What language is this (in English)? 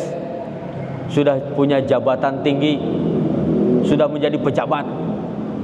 Indonesian